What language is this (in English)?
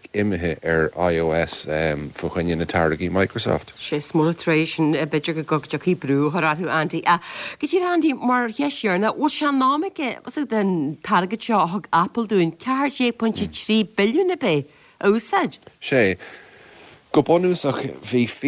Irish